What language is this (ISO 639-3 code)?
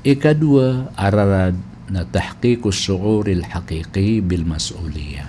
mrw